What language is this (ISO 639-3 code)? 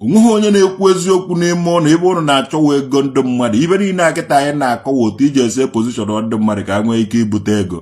ibo